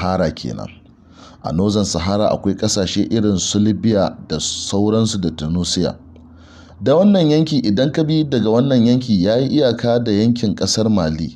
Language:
Hausa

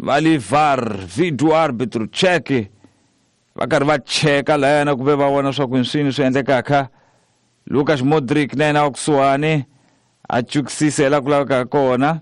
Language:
Tsonga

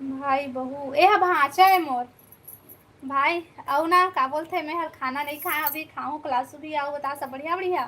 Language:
Chhattisgarhi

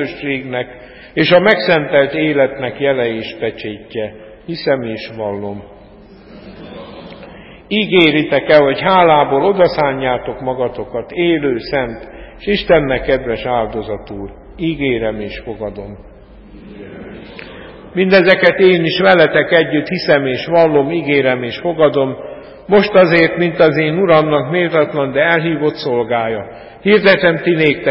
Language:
Hungarian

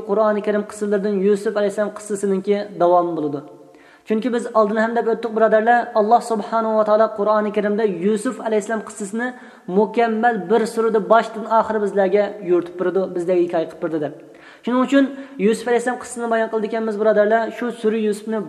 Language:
Uyghur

